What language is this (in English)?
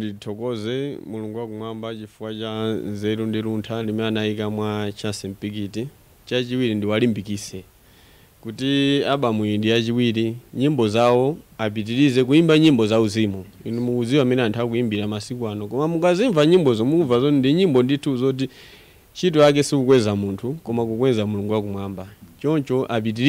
Nyanja